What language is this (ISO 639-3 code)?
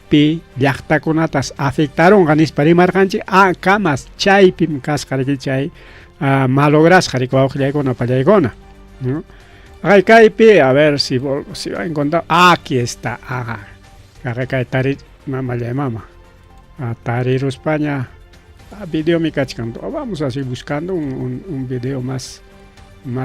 quy